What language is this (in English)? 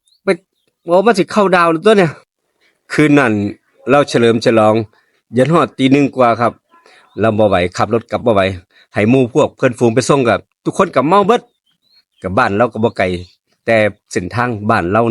Northeastern Thai